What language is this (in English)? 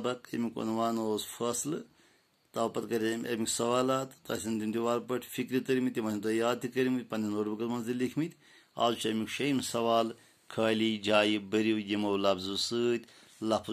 Kashmiri